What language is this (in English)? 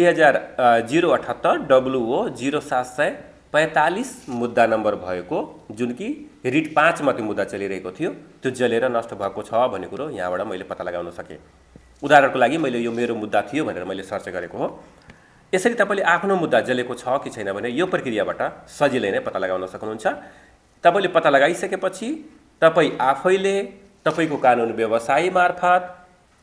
Nepali